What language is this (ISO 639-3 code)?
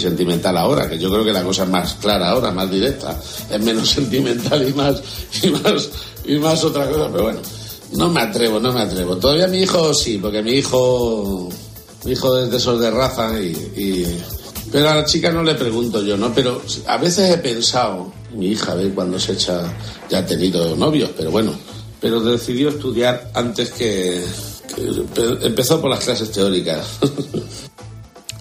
spa